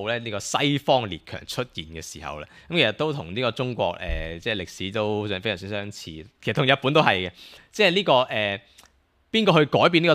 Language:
Cantonese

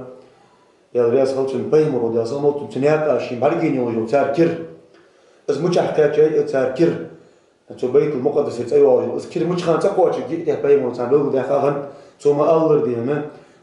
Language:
Ingush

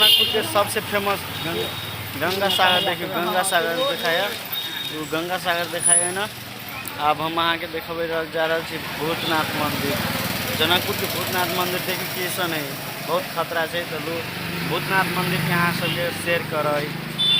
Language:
Maithili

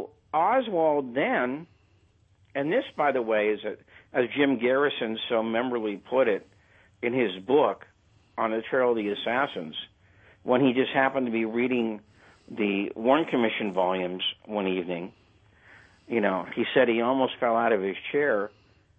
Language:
English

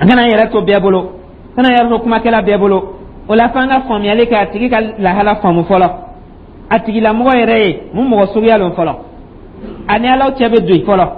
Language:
Dyula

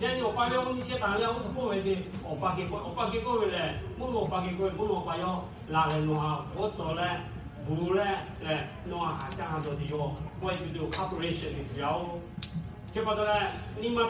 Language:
Lahu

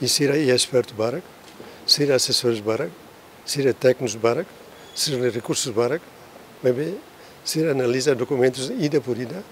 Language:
Tetum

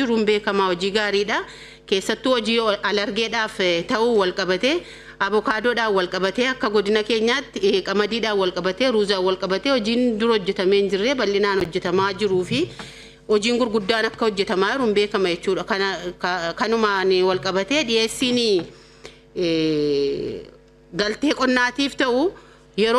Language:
Oromo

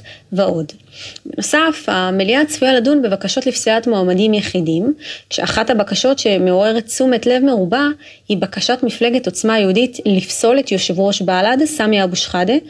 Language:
Hebrew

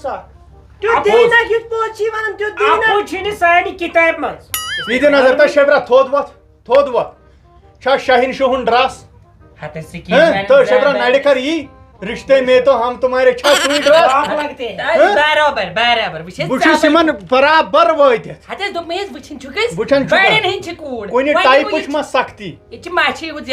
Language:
Kashmiri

